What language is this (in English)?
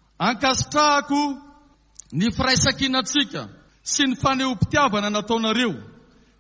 Malagasy